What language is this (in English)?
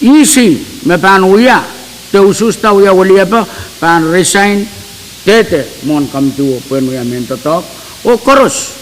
Pohnpeian